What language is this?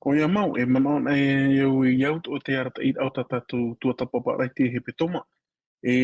Tahitian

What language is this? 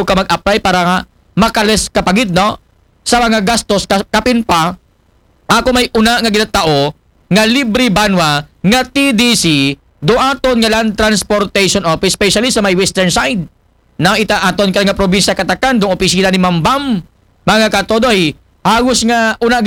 Aklanon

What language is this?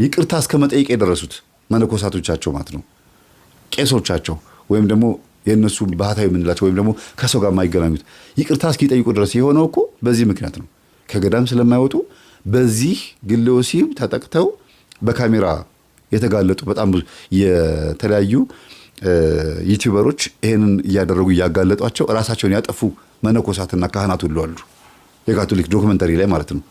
Amharic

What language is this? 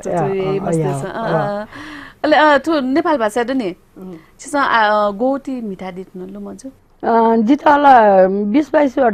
Newari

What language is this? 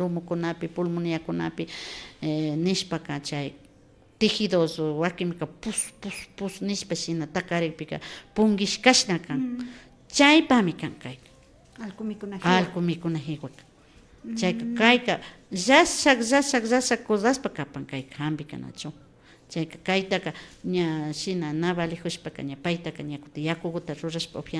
Imbabura Highland Quichua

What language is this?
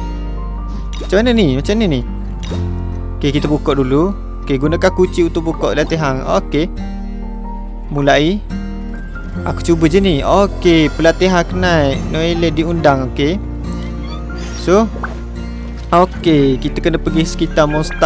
Malay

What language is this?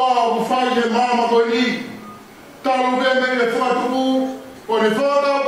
Tongan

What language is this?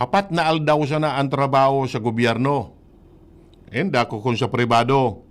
Bikol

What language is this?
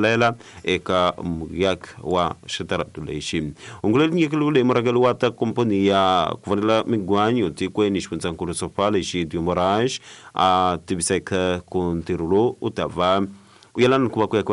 Tsonga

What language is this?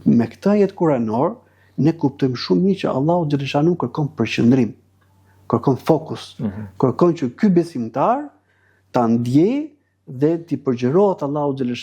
Albanian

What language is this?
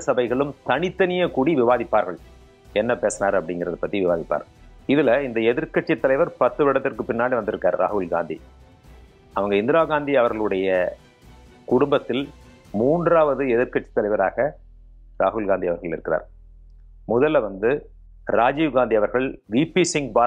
Tamil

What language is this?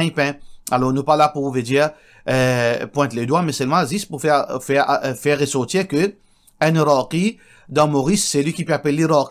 Morisyen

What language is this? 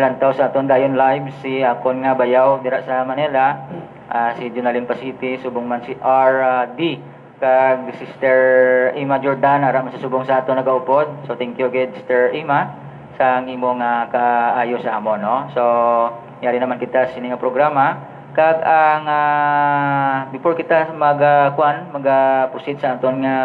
Hiligaynon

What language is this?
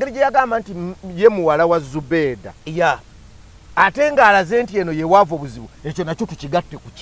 Ganda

